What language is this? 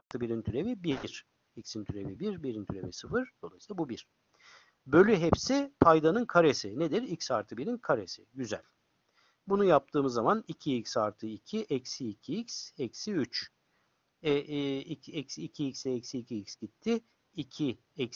Turkish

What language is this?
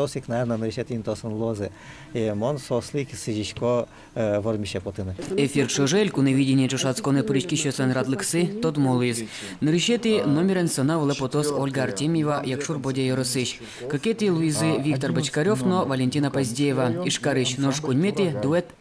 Udmurt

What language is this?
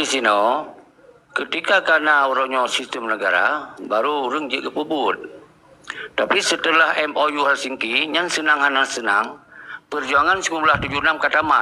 Achinese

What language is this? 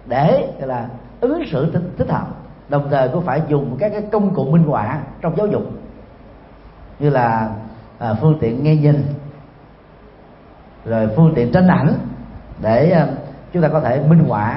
Vietnamese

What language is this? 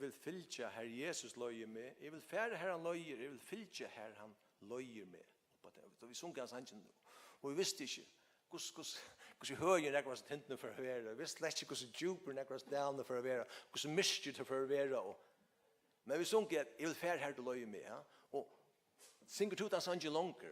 Faroese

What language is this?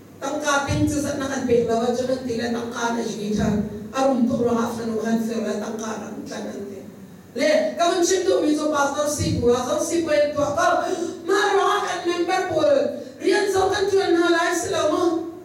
Hakha Chin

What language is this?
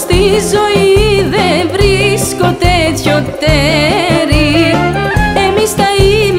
Greek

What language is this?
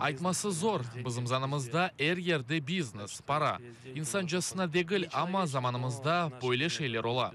Crimean Tatar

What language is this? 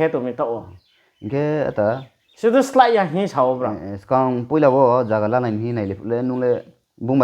Riang (India)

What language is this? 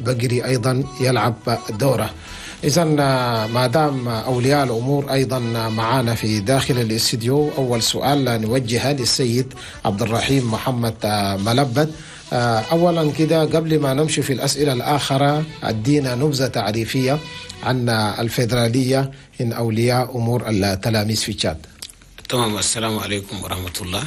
Chadian Arabic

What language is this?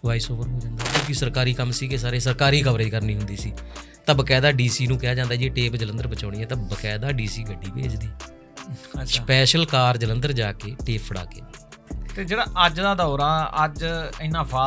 Punjabi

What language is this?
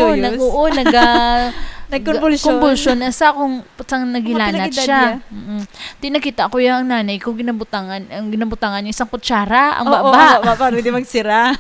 Hiligaynon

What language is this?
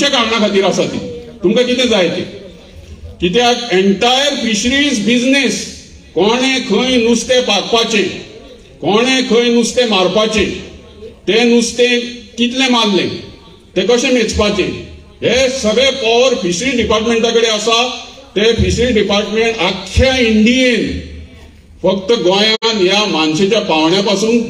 Konkani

